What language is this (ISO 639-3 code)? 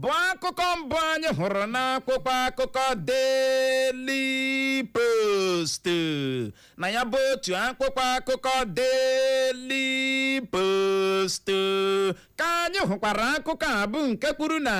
ibo